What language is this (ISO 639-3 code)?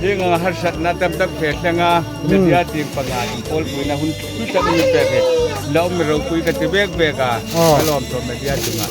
hmr